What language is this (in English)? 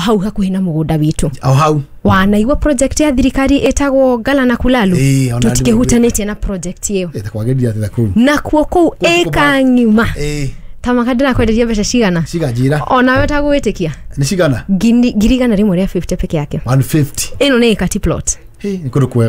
Kikuyu